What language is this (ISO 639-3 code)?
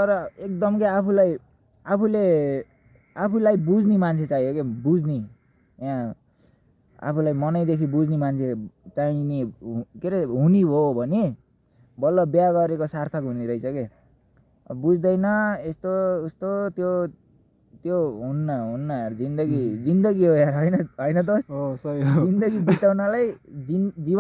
nep